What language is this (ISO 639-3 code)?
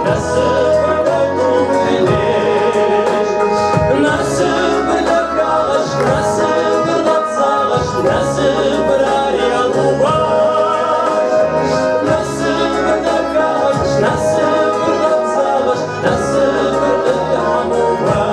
kbd